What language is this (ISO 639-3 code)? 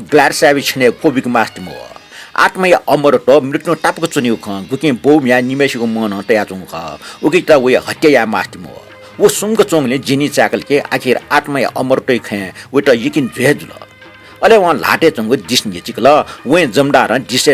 new